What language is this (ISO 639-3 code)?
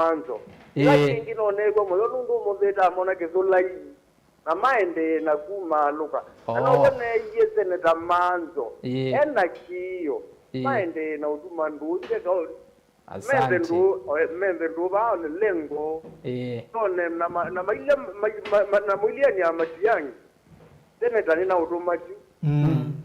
kam